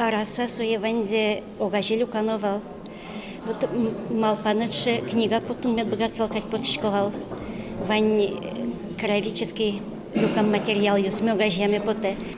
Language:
Udmurt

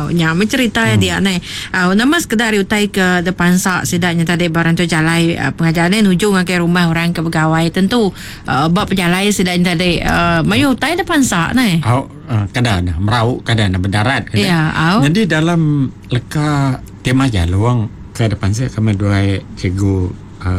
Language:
Iban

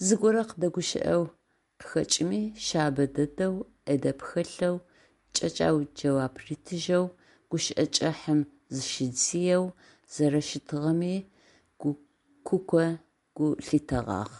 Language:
Adyghe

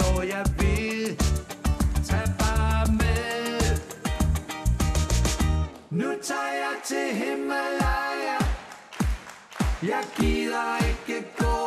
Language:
Danish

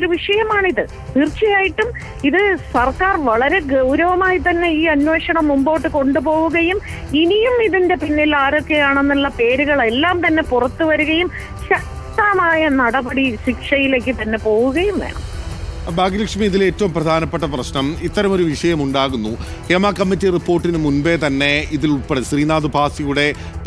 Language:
Malayalam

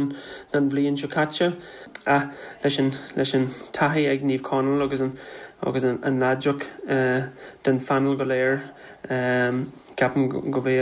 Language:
Irish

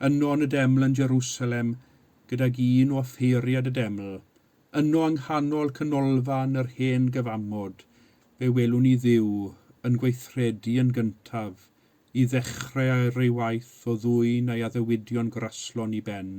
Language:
Welsh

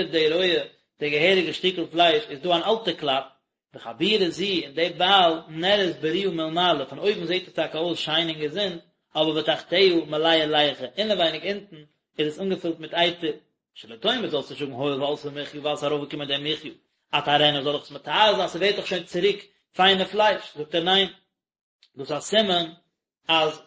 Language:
Yiddish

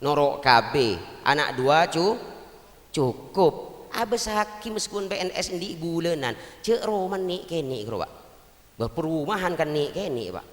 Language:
Madurese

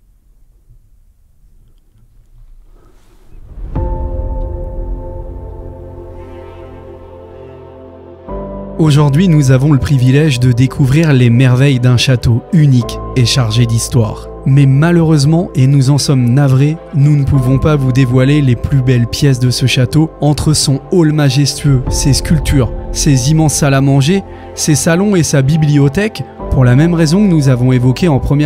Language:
French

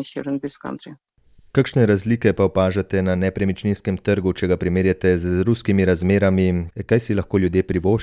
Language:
Slovenian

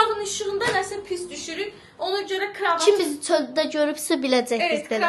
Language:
Azerbaijani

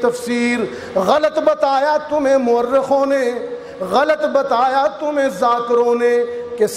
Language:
Urdu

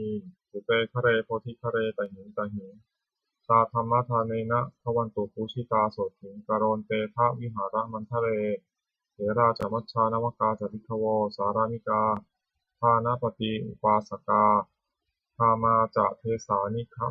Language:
Pali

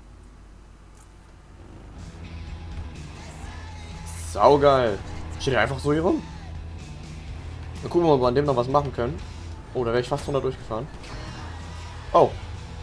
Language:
German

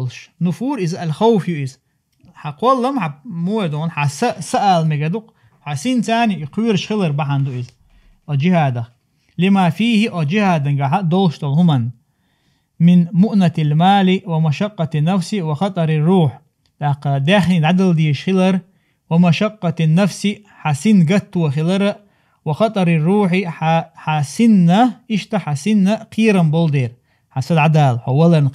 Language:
Chechen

